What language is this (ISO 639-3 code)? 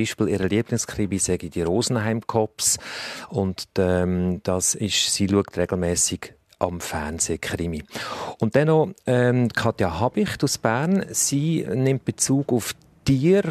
deu